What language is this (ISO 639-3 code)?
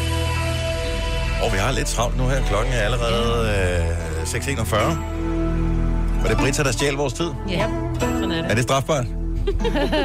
dan